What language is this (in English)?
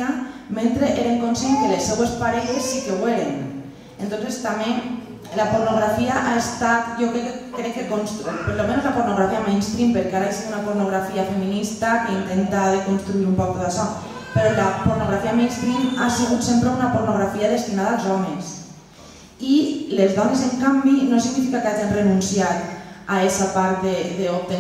Catalan